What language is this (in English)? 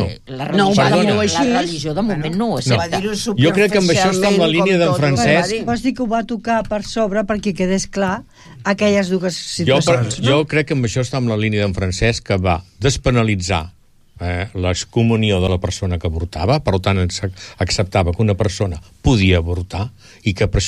Catalan